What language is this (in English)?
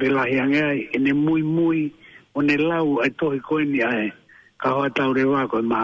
Tongan